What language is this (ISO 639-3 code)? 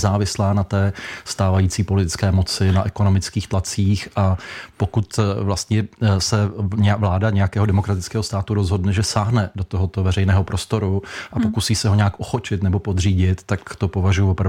ces